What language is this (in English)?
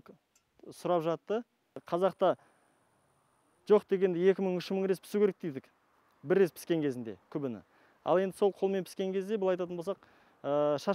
Kazakh